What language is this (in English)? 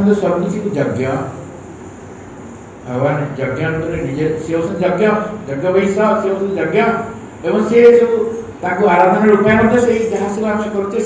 Odia